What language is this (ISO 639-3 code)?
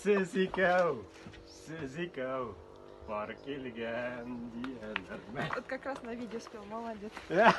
tat